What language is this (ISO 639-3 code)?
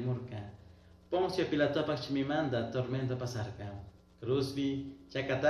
qug